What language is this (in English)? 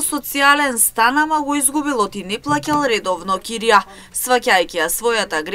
Macedonian